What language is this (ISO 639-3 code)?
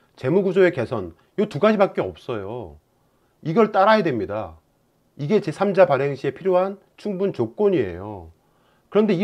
kor